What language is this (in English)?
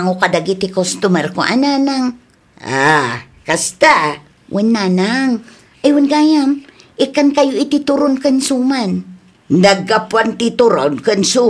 Iloko